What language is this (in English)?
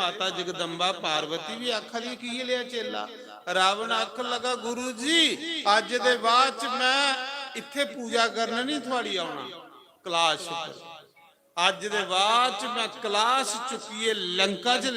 Dogri